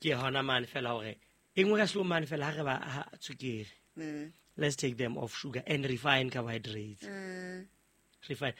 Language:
Southern Sotho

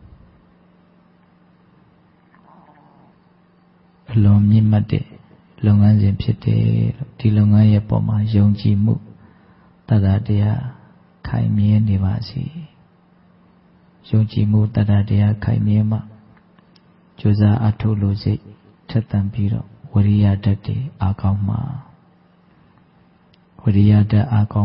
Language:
Burmese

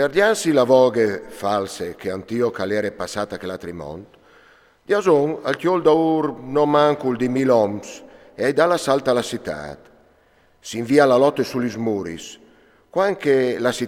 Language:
Friulian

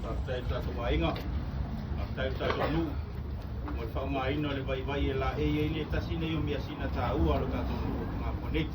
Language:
Samoan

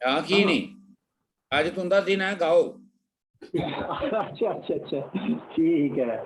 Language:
Dogri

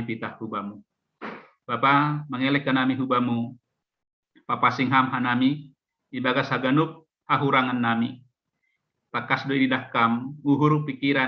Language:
Batak Simalungun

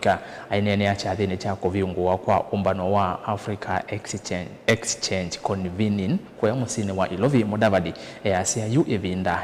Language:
Kamba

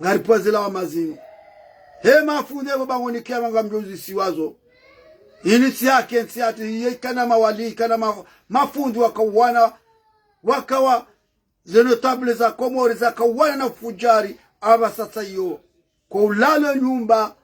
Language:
Ngazidja Comorian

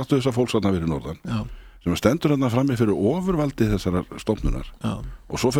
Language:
Icelandic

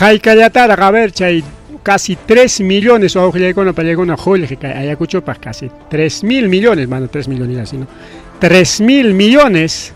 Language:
Ayacucho Quechua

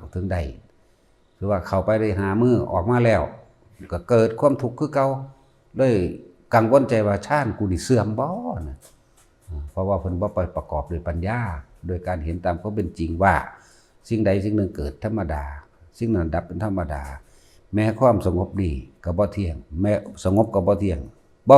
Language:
Northeastern Thai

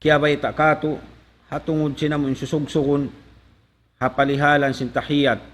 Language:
Tausug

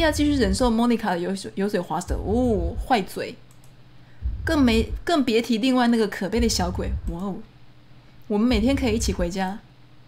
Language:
Chinese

